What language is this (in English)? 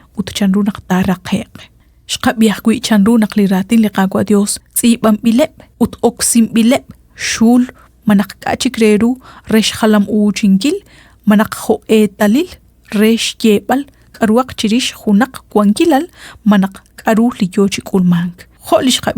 Kekchí